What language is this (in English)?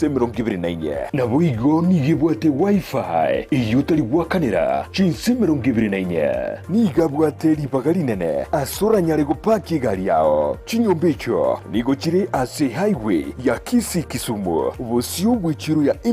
Gusii